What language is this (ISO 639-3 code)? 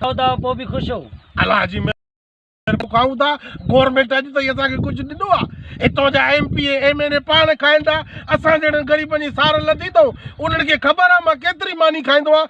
snd